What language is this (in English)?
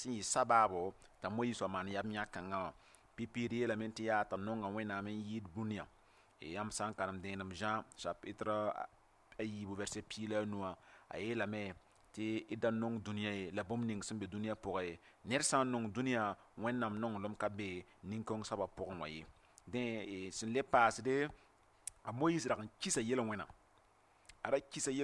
Mossi